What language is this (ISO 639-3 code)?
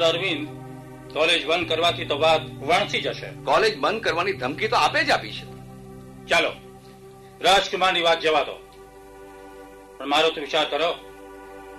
guj